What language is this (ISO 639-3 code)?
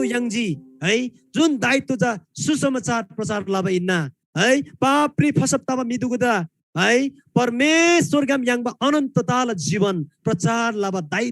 taj